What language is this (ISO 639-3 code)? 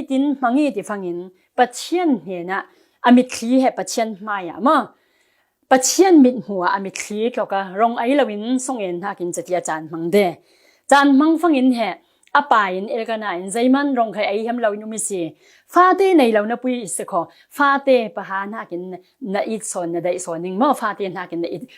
cfm